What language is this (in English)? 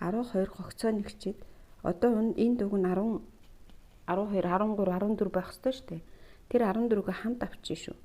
Mongolian